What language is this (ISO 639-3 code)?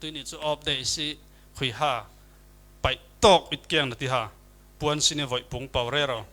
cfm